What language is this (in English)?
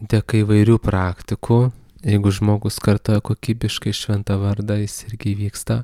Lithuanian